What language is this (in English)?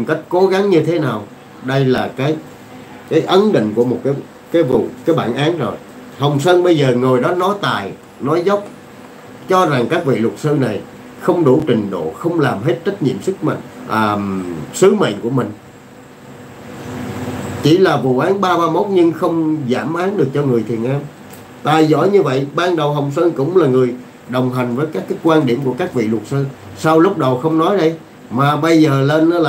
Vietnamese